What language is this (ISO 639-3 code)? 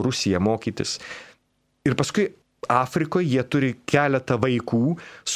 lit